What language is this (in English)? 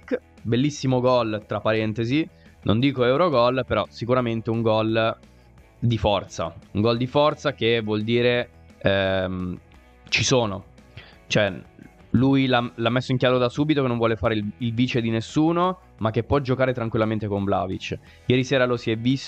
Italian